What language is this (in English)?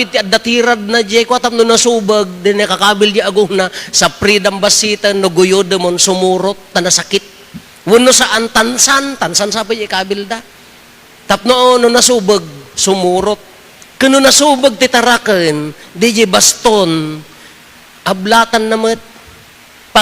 Iloko